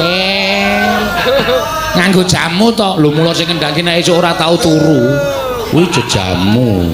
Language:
Javanese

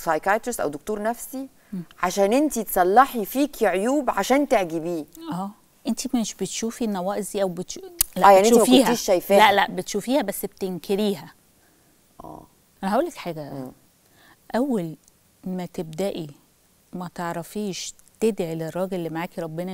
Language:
Egyptian Arabic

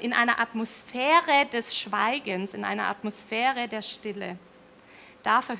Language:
Swiss German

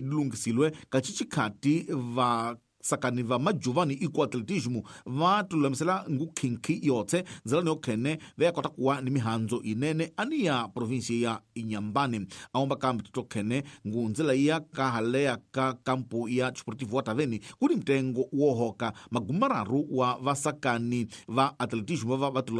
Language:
Tsonga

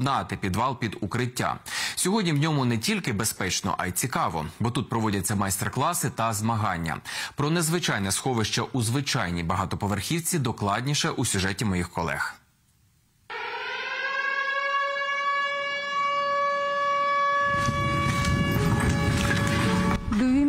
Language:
Ukrainian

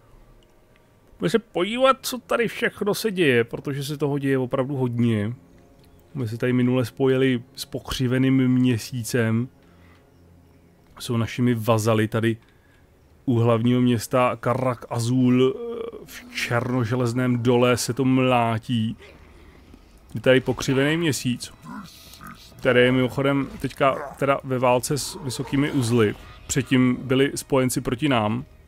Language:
Czech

